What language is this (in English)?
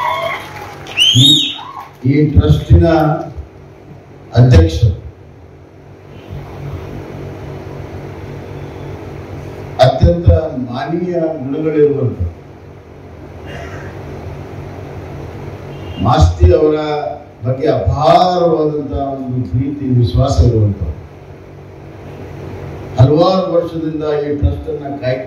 Kannada